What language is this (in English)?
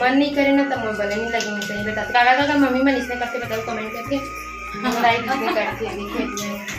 Chhattisgarhi